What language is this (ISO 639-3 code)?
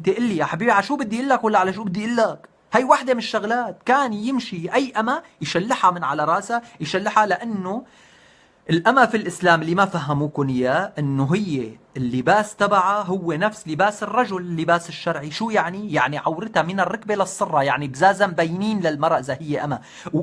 apc